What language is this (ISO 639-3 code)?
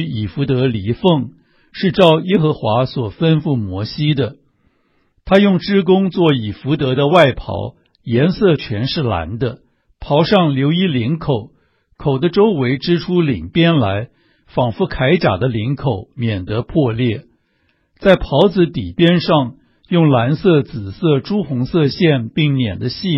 zho